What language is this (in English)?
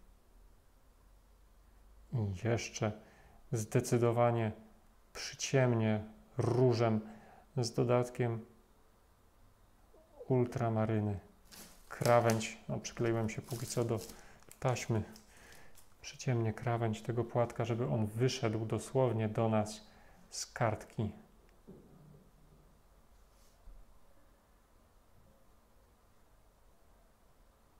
Polish